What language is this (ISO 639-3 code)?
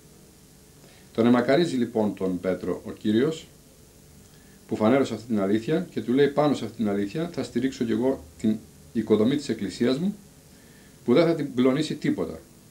ell